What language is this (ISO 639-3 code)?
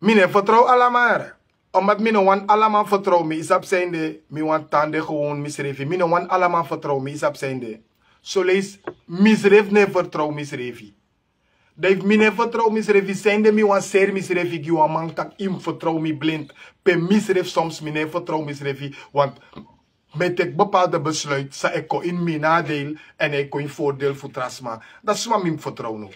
srn